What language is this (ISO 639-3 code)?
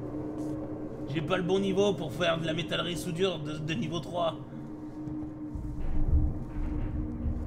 fra